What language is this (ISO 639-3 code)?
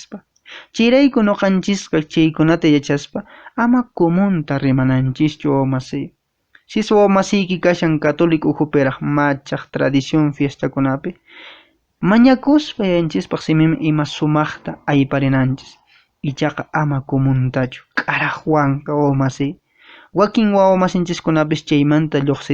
que